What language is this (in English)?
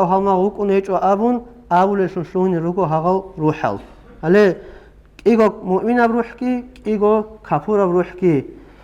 Avaric